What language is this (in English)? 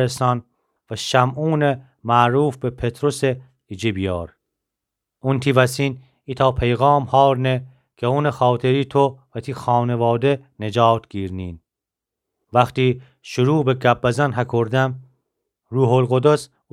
Gilaki